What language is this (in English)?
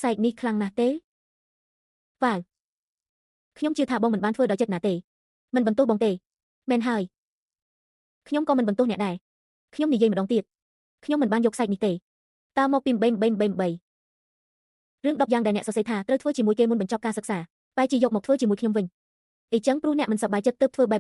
Khmer